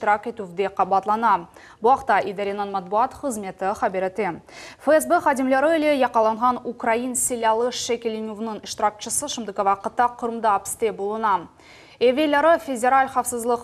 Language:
Crimean Tatar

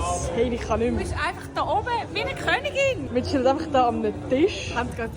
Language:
Swiss German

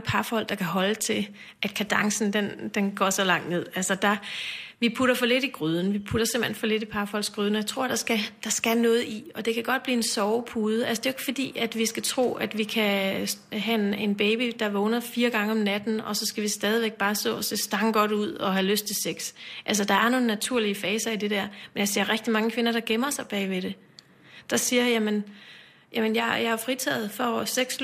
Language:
Danish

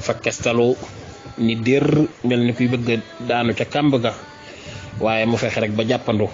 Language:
Wolof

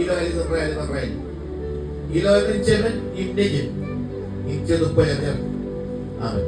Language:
Marshallese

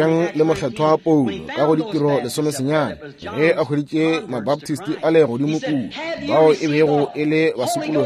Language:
Northern Sotho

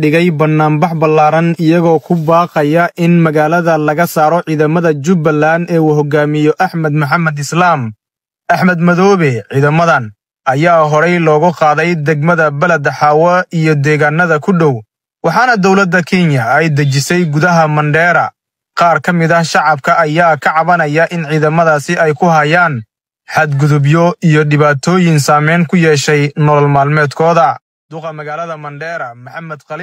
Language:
Somali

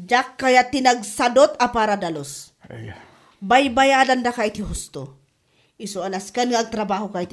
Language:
Iloko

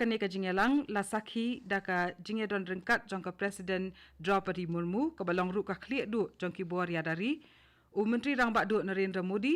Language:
Khasi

